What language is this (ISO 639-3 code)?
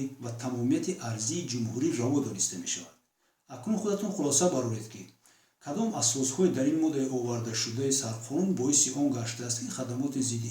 tgk